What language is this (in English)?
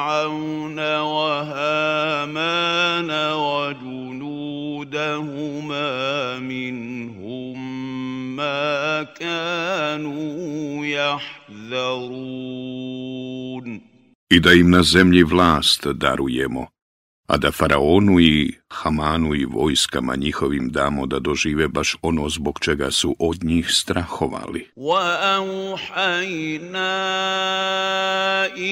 Bosnian